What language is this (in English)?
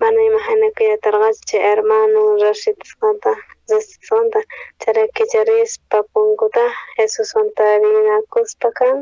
South Bolivian Quechua